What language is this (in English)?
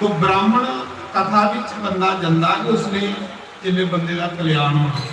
Dogri